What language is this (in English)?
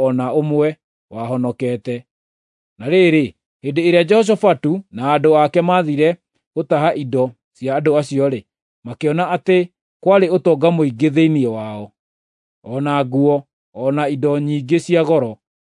Kikuyu